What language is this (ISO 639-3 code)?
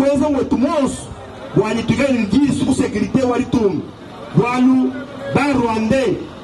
lua